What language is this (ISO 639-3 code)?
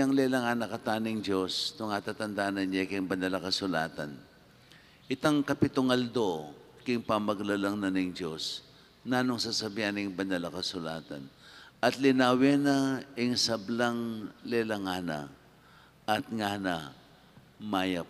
pam